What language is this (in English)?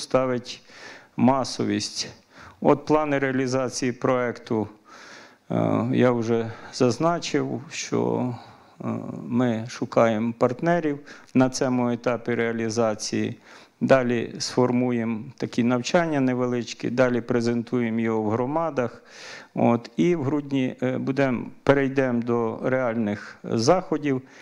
Ukrainian